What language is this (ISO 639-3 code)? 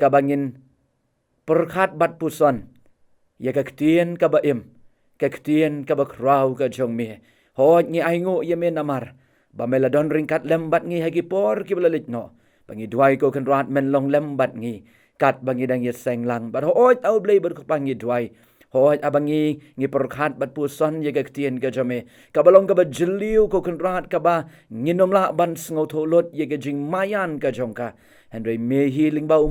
kha